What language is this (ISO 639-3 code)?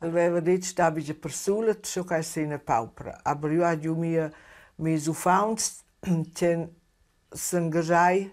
roh